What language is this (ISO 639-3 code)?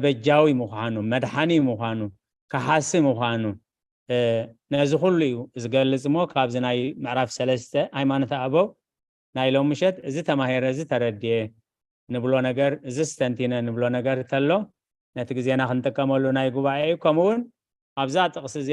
tir